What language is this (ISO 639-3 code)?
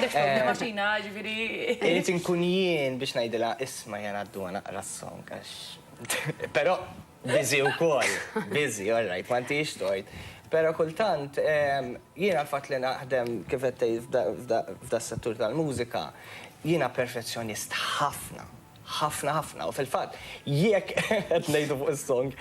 mlt